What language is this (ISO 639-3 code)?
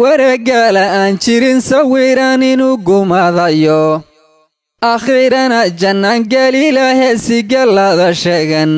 som